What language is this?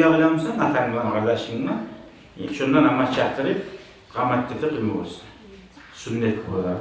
Kumyk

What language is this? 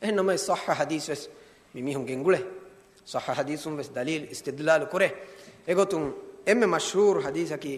Divehi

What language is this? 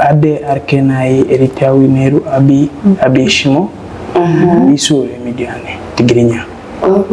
Tigrinya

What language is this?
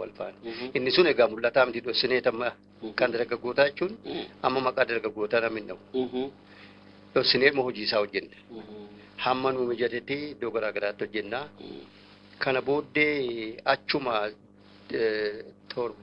Oromo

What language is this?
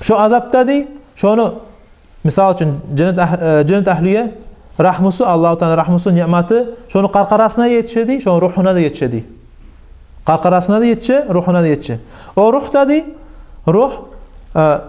Kumyk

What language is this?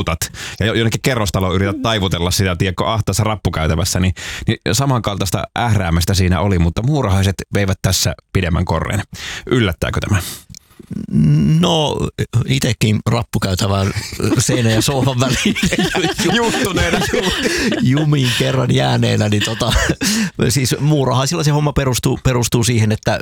Finnish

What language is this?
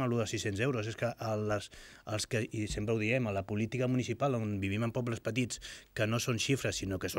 Catalan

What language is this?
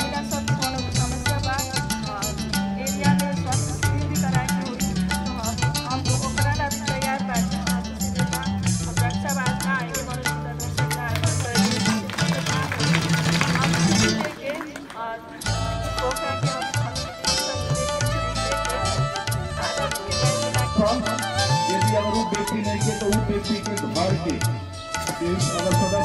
Bhojpuri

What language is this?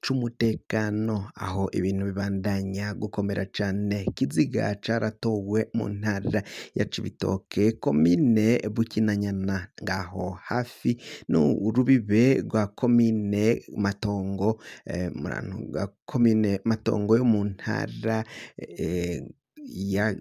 Rundi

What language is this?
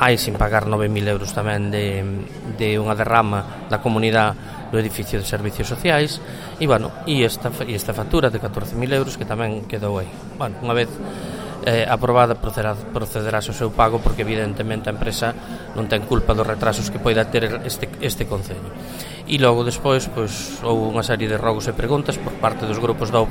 Galician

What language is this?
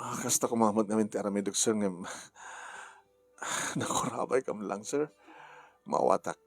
Iloko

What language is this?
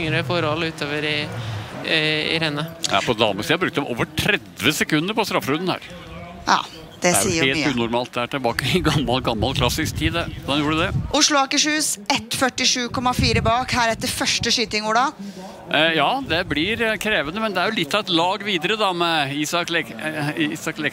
Norwegian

